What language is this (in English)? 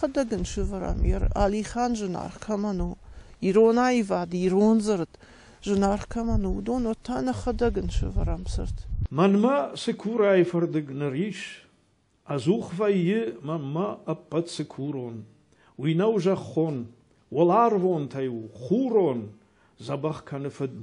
Ossetic